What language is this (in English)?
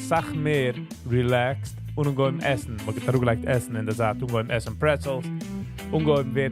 Yiddish